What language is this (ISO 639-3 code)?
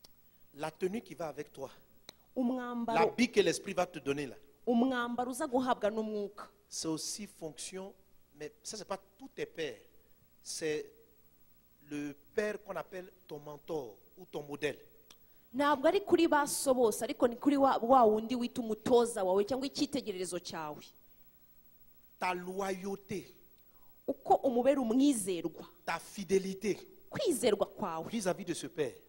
kin